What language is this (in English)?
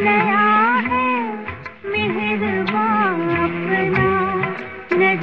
Hindi